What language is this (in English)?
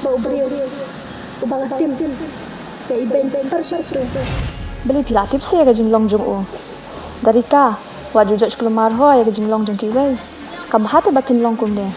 Khasi